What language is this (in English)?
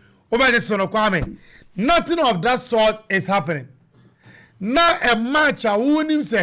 Akan